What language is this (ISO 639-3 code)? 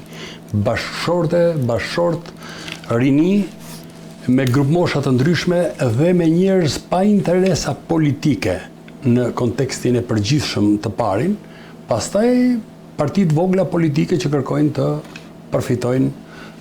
sqi